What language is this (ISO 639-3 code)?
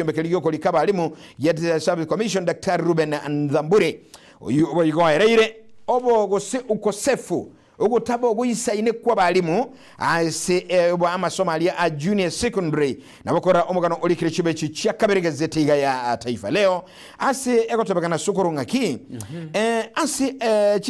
guz